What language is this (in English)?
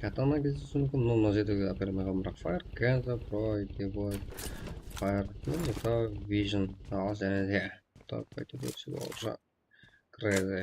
Kara-Kalpak